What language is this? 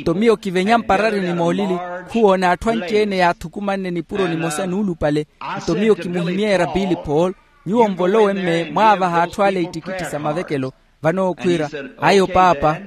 Makhuwa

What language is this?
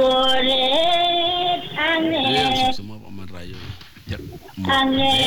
Balinese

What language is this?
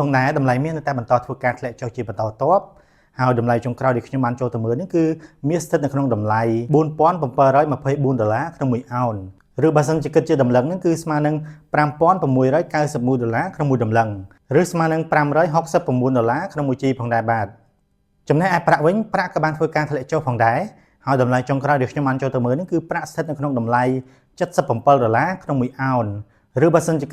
Khmer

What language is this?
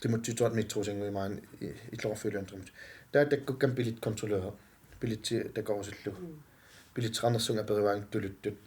Kalaallisut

